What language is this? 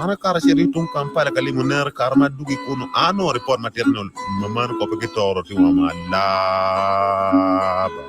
Acoli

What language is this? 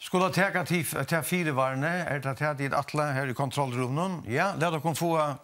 Faroese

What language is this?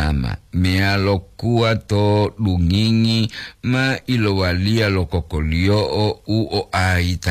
Gorontalo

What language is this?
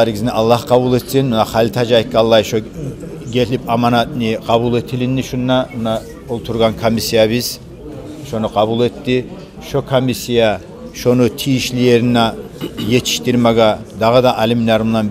Kumyk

